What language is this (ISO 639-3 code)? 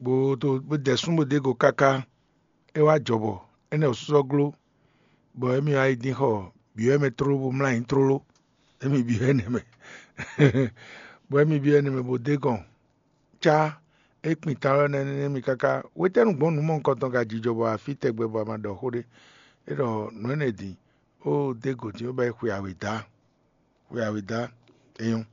fon